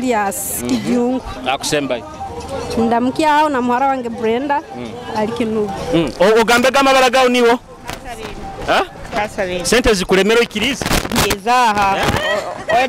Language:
Nyoro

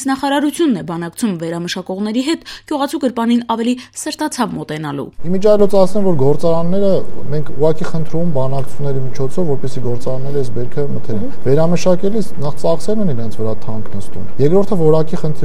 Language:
Armenian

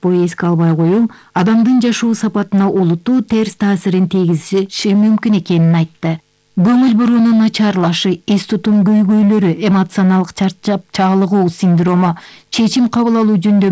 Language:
Kyrgyz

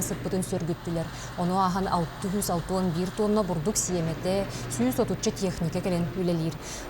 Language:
Yakut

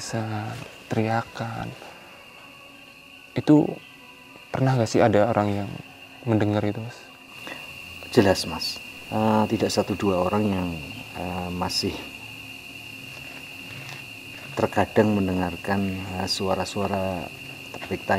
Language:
Indonesian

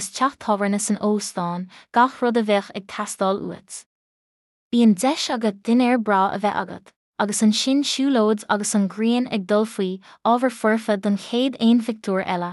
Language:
Irish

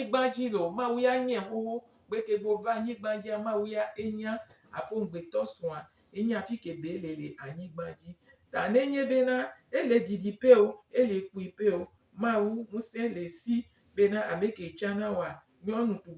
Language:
Gen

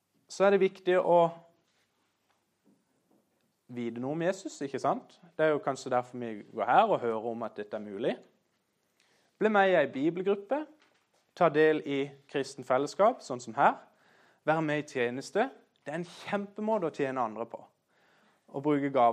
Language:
Norwegian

